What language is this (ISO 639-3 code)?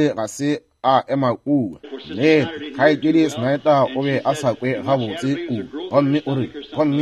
nso